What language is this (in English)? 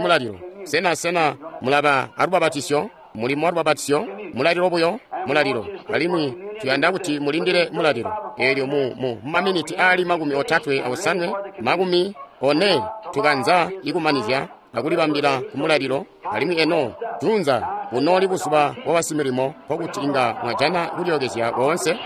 Tonga (Zambia)